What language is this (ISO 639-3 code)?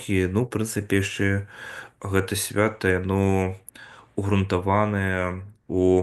bel